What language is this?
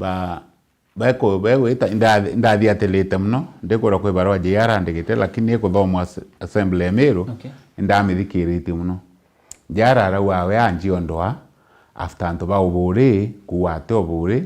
Meru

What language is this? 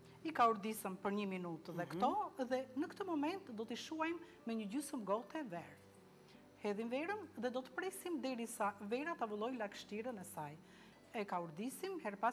Albanian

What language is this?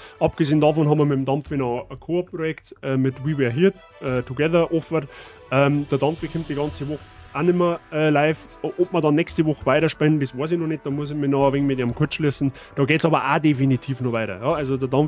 Bavarian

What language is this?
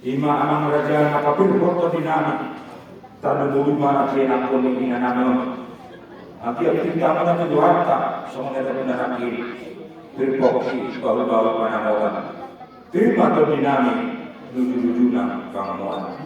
Batak Toba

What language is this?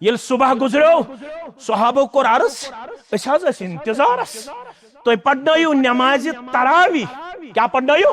Kashmiri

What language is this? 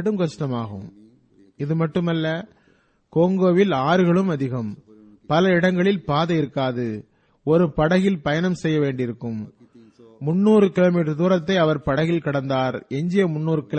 Tamil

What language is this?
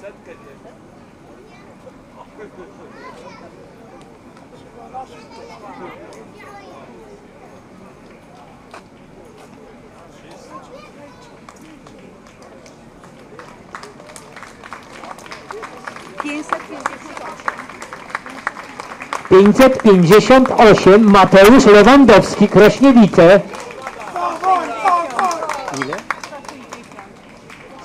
Polish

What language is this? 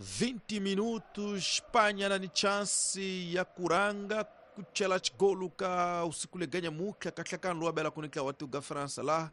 Tsonga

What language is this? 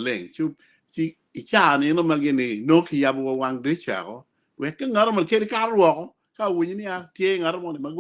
Acoli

